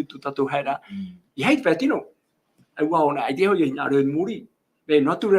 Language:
Tahitian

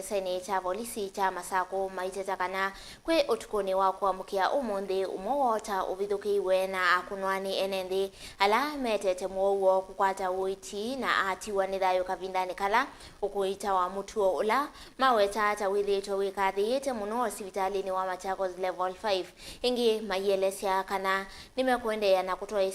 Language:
Kamba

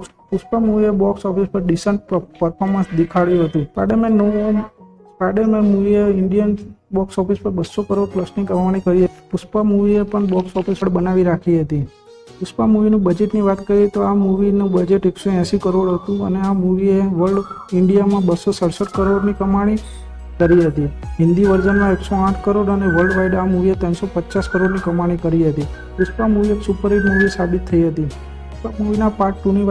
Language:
Gujarati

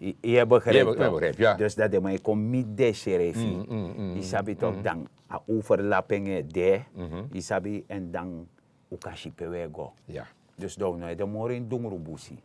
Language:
Sranan Tongo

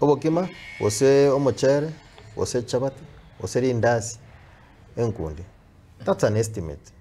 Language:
Gusii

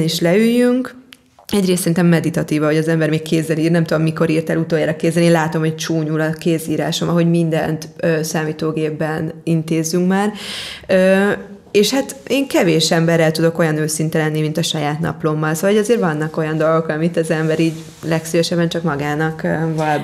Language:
Hungarian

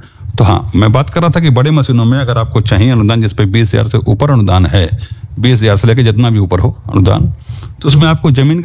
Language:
Hindi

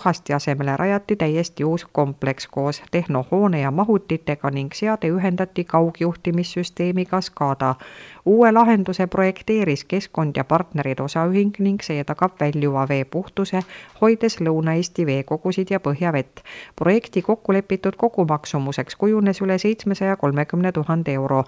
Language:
Estonian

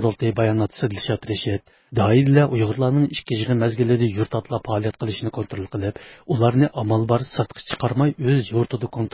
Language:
Uyghur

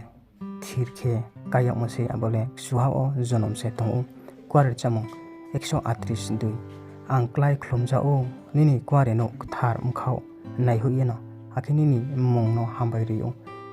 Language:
Riang (India)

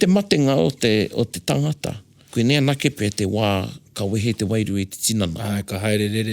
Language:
Māori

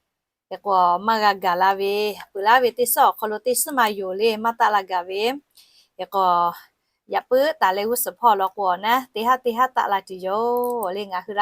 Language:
Lahu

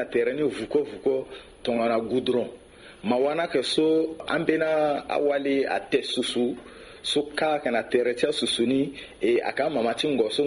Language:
Sango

